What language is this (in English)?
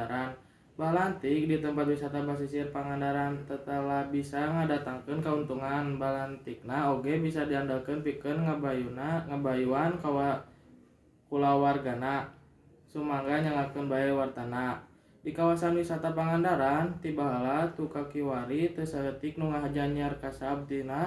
Sundanese